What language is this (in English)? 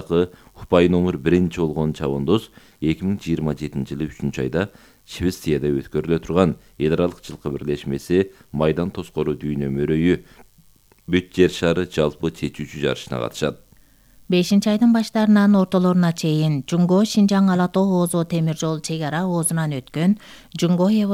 Kyrgyz